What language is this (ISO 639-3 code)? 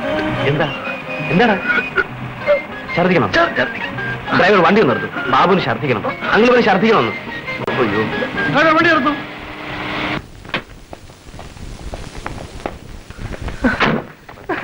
mal